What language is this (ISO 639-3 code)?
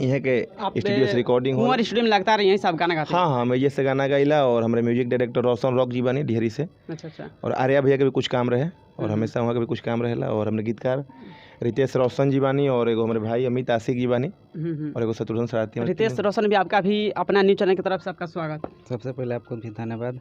bho